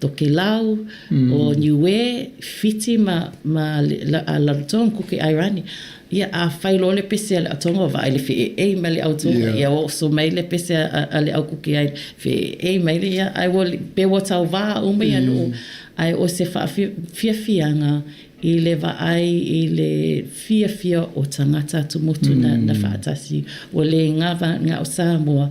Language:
Samoan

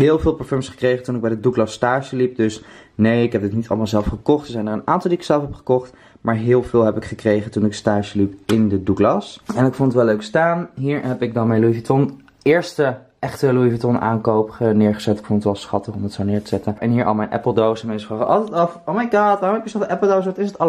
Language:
Dutch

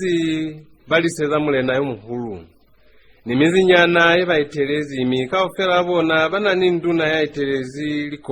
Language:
Lozi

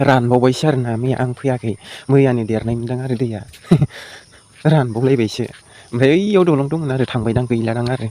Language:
Bodo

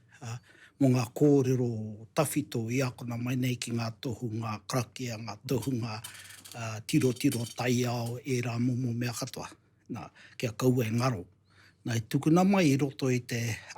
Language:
Māori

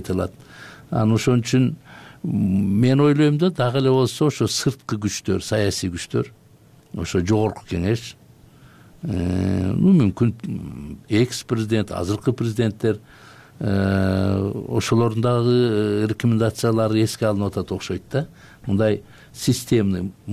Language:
Kyrgyz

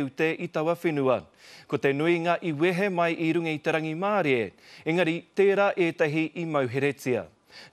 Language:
Māori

